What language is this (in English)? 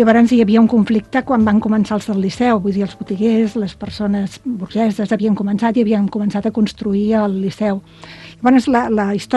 Catalan